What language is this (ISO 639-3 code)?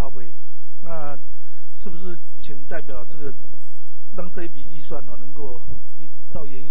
zho